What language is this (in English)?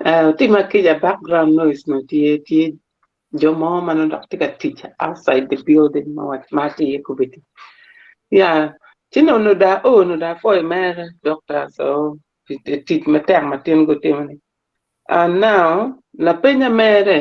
Acoli